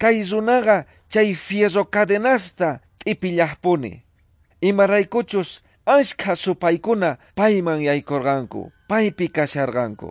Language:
South Bolivian Quechua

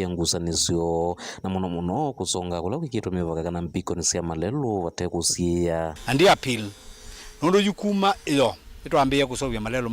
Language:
Kamba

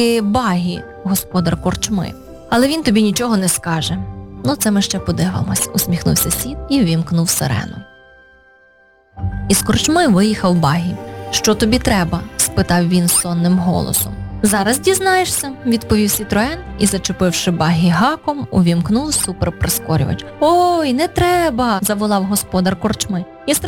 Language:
Ukrainian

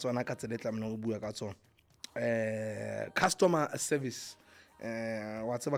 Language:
Southern Sotho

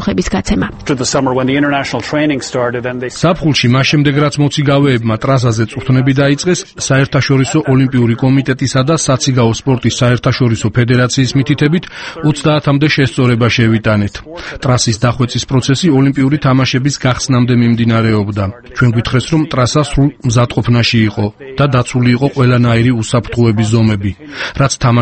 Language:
Georgian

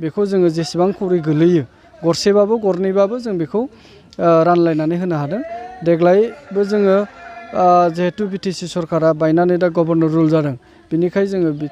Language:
Bodo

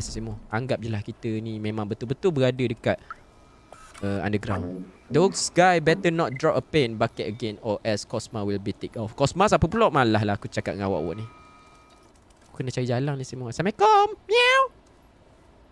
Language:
Malay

